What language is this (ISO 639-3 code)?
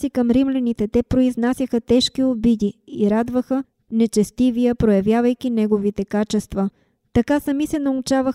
bul